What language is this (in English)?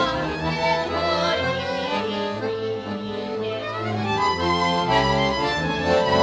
Slovak